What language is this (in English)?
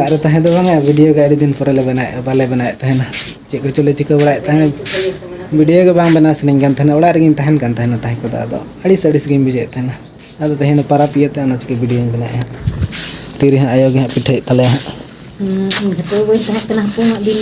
Santali